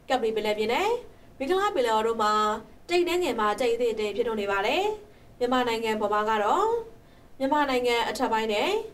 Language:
Burmese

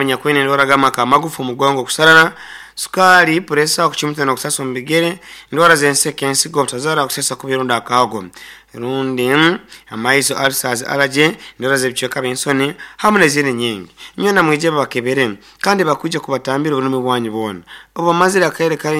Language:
Nyankole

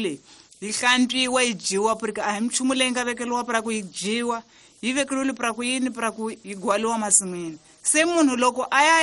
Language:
Tsonga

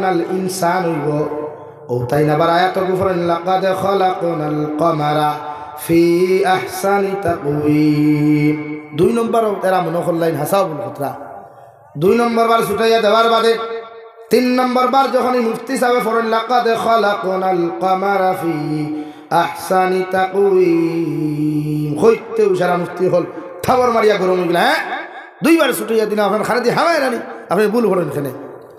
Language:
Sylheti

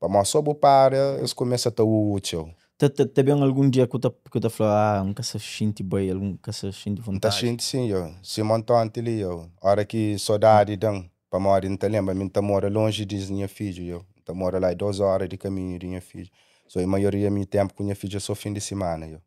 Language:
Kabuverdianu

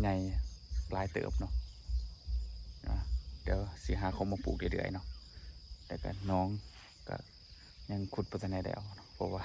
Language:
Lao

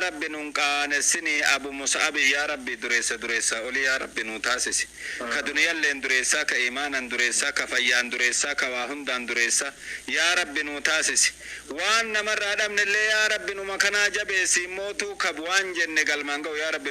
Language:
Oromo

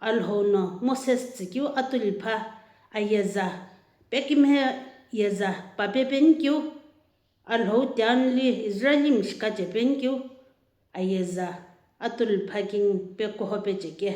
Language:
Sumi Naga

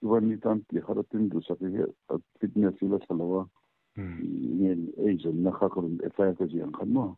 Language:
Mizo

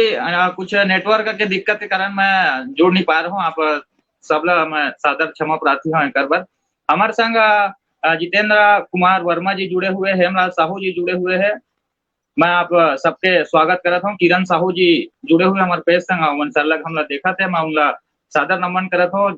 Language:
Chhattisgarhi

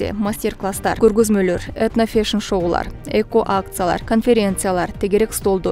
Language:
Kyrgyz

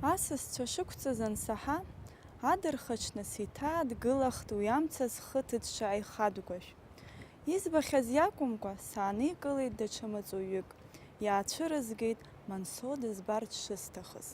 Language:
Abkhazian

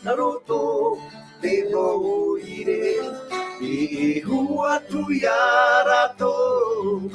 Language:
Tahitian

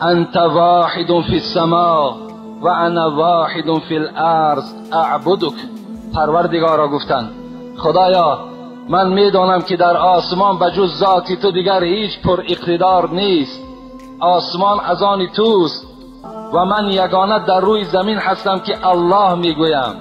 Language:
Tajik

